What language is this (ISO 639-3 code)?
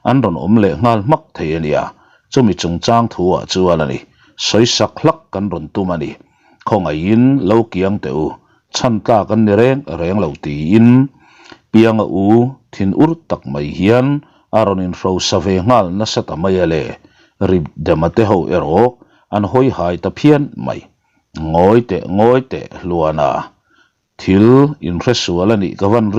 lus